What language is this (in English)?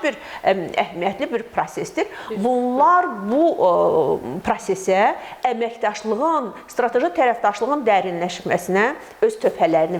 Azerbaijani